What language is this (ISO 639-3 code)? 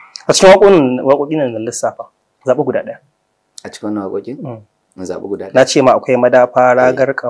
hau